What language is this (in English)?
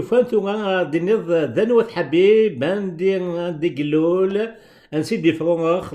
Kabyle